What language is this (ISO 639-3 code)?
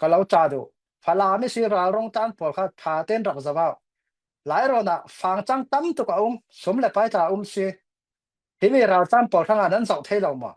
cfm